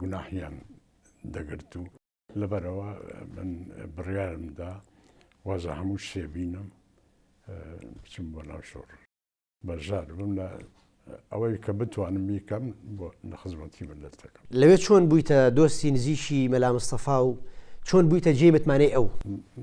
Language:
Central Kurdish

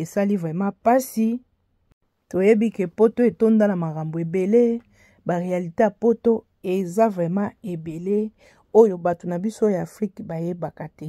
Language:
Lingala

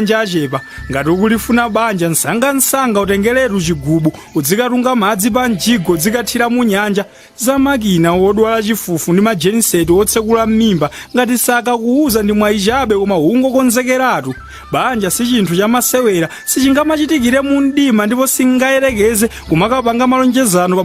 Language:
Nyanja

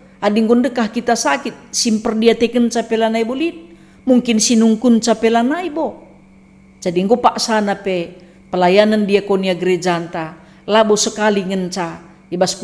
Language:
Batak Karo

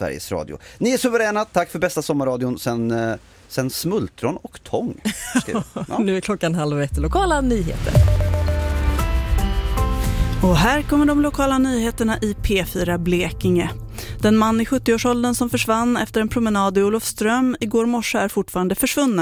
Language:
Swedish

